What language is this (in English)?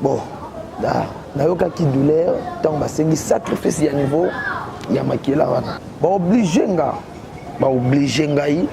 Lingala